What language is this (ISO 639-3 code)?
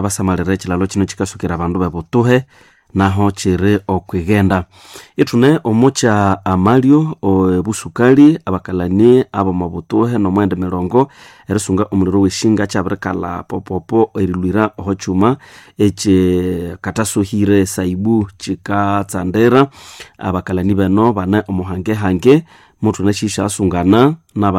nnb